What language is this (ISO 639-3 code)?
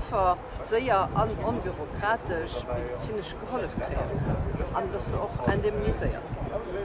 ltz